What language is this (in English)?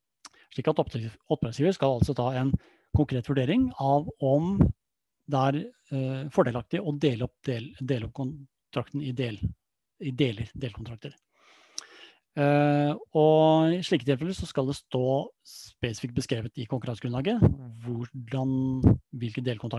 Norwegian